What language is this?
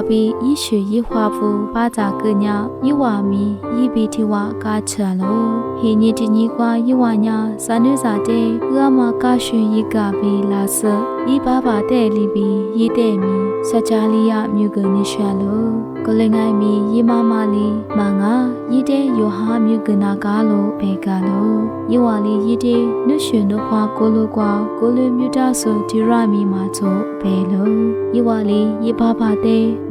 Lisu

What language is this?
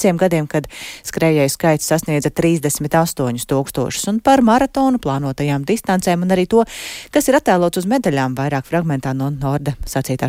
Latvian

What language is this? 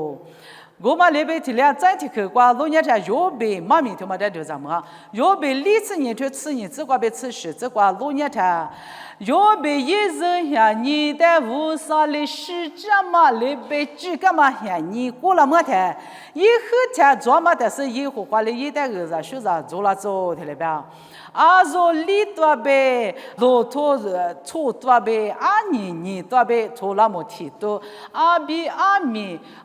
Lisu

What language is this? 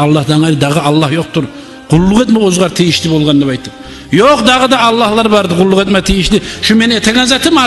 Kumyk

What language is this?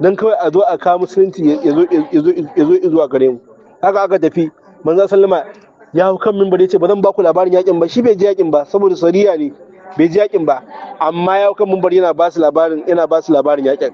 Hausa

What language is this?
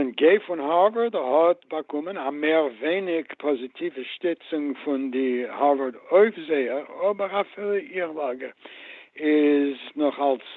Yiddish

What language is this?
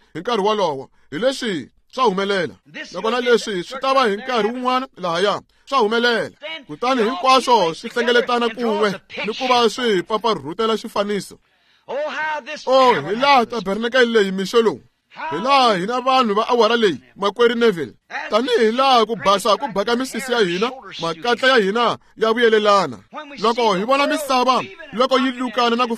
Tsonga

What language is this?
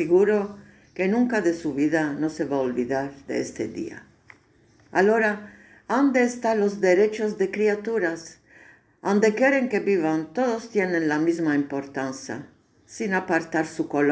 Ladino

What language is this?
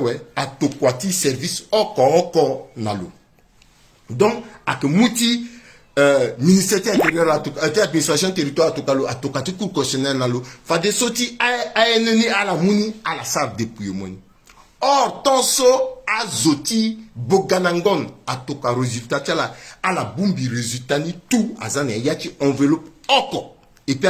Sango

